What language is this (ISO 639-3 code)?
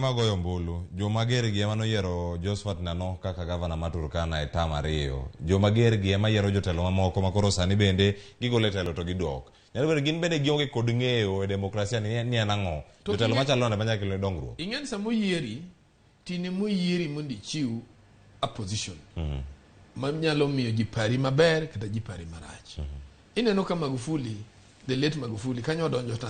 luo